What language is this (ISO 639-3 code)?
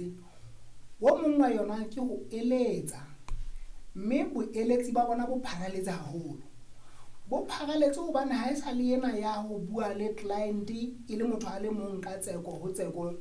sot